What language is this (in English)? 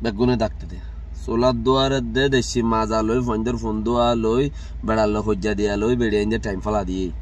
Rohingya